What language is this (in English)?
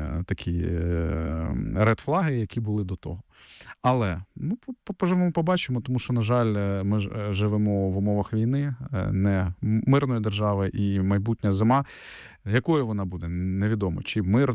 Ukrainian